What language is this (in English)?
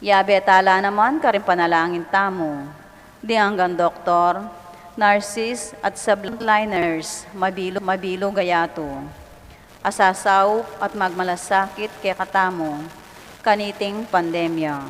Pampanga